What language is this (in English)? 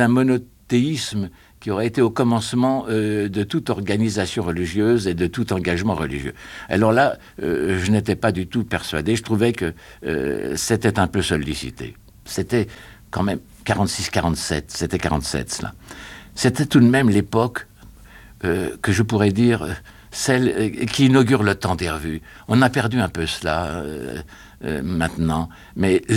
French